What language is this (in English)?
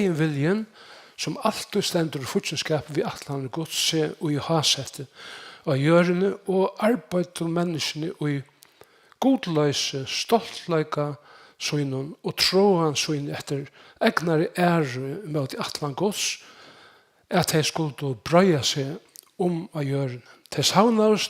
Faroese